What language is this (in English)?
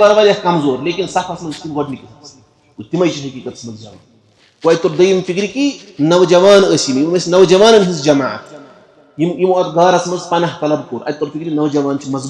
Kashmiri